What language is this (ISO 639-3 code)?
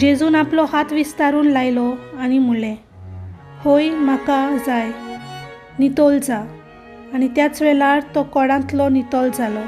kok